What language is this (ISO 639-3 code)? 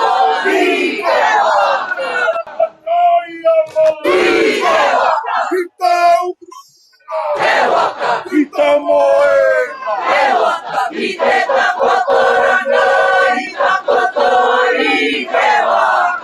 mri